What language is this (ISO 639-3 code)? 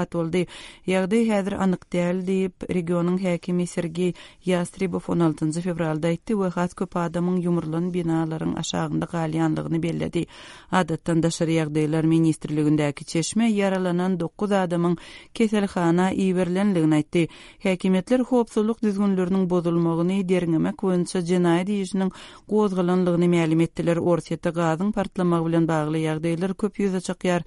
tuk